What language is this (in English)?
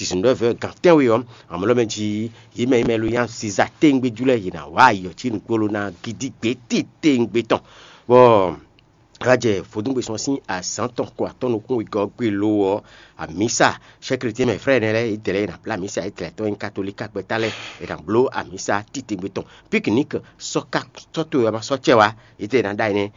Fon